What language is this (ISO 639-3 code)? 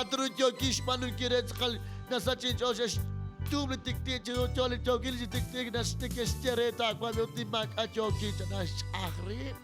kek